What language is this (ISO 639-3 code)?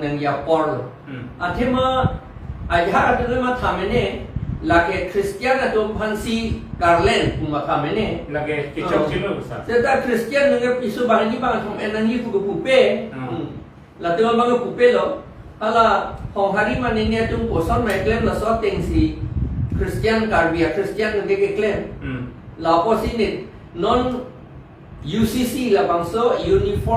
mjw